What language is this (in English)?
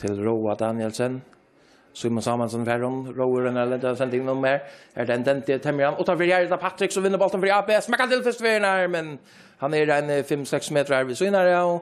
Faroese